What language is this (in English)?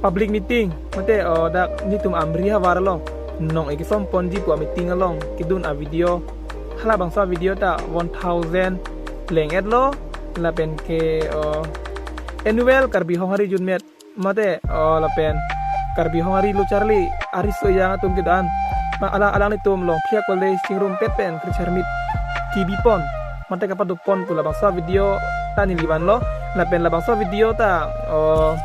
Karbi